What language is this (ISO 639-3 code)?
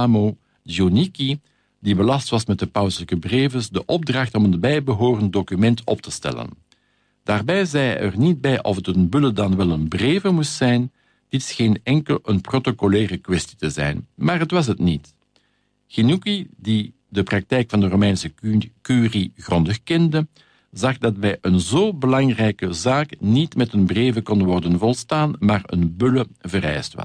nld